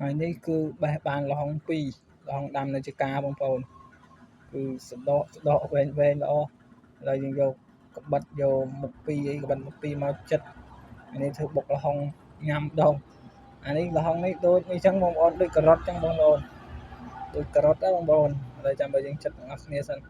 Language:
Khmer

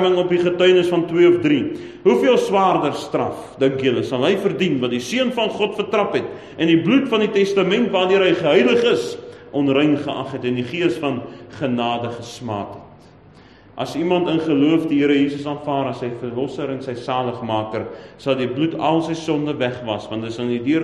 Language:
Afrikaans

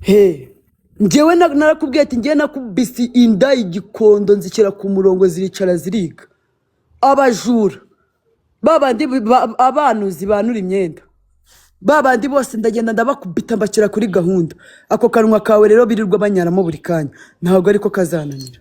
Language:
Kinyarwanda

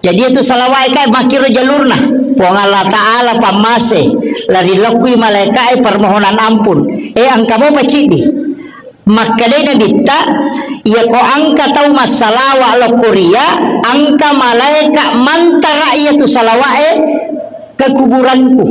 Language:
Buginese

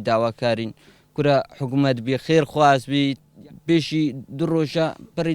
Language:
Central Kurdish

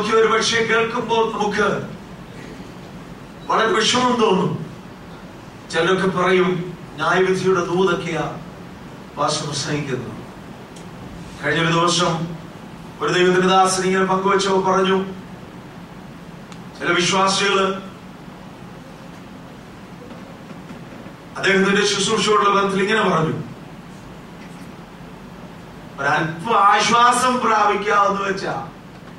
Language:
Malayalam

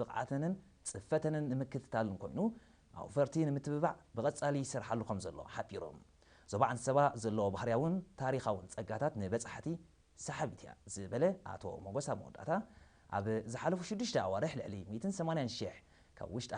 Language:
Tigrinya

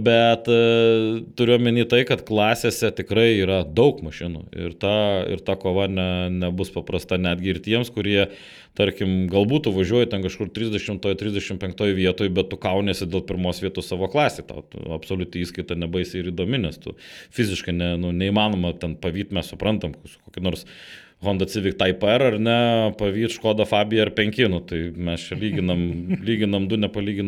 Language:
Lithuanian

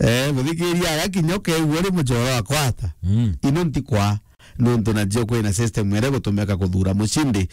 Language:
Meru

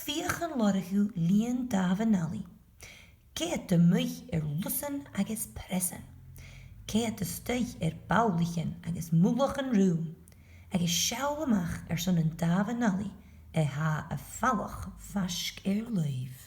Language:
Scottish Gaelic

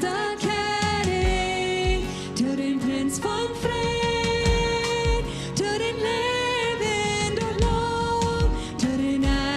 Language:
Plautdietsch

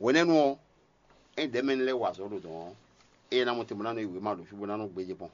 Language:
Fon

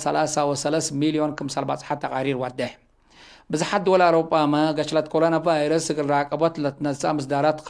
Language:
Tigre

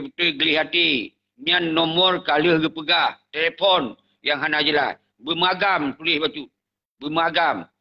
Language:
Achinese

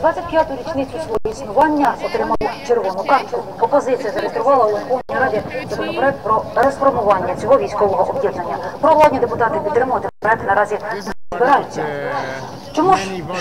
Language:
Ukrainian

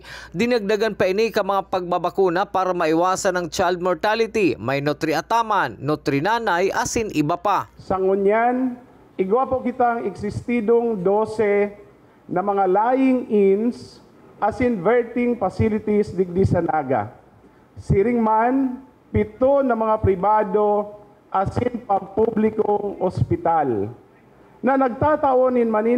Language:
Bikol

